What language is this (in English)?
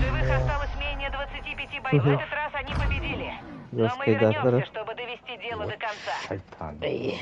Yakut